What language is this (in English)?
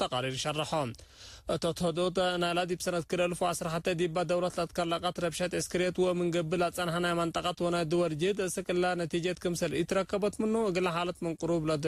Tigre